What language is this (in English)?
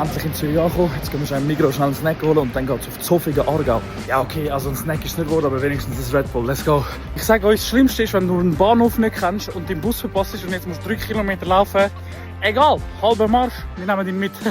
Swiss German